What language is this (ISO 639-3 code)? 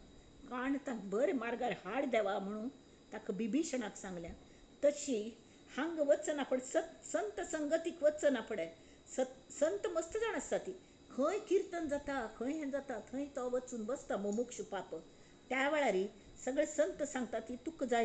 kok